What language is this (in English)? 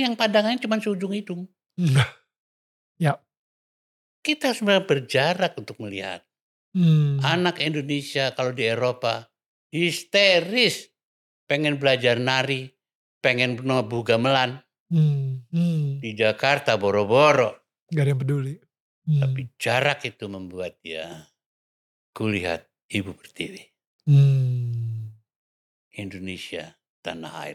Indonesian